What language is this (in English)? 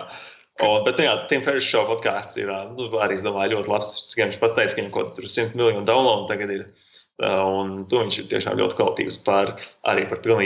Latvian